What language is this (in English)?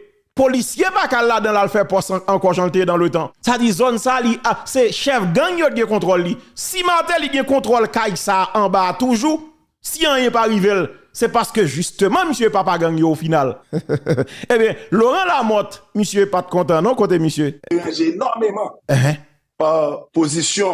Haitian Creole